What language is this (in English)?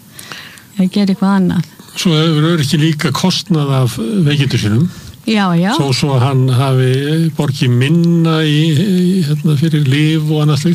Icelandic